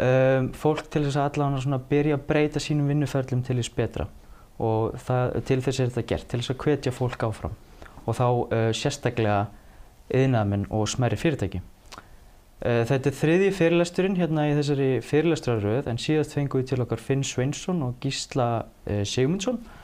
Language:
Icelandic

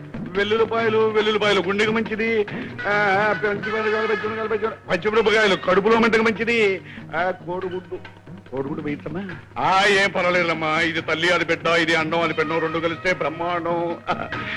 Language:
Telugu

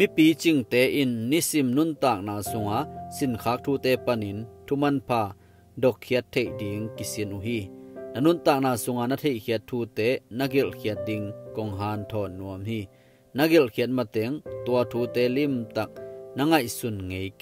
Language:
Tedim Chin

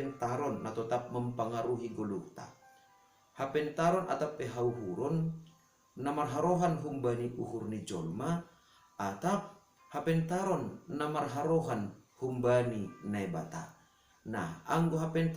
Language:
Batak Simalungun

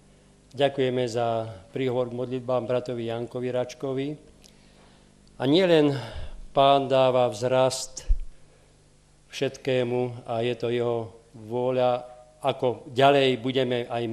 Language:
Slovak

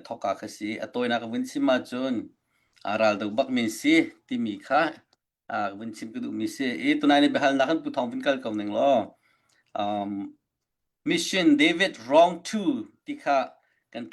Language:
Hakha Chin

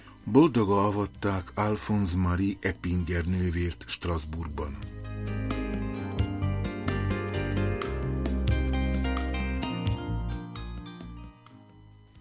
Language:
Hungarian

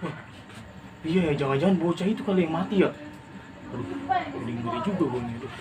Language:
Betawi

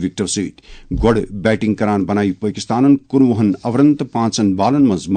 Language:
Kashmiri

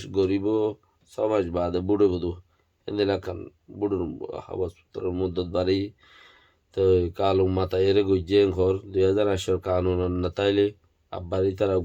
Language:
Rohingya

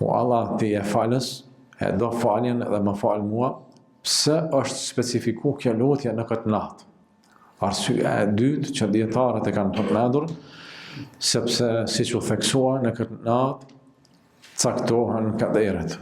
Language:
Albanian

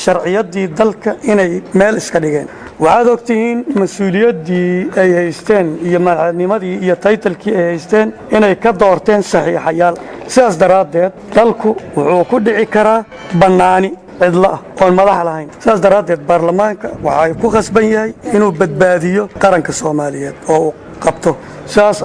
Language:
Somali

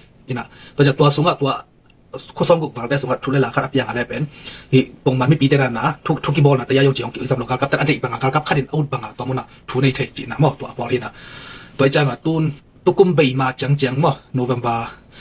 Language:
Tedim Chin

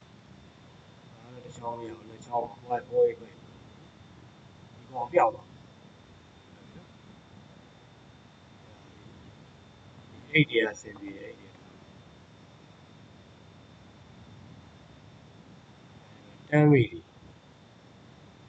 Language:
Burmese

